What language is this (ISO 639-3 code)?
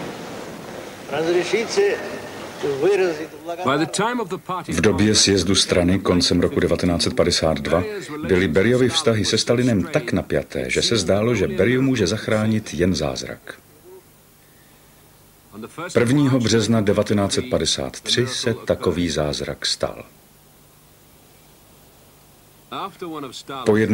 ces